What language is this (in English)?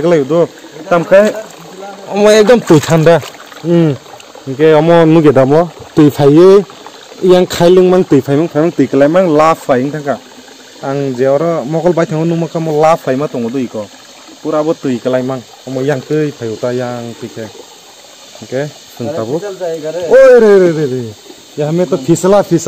Kok Borok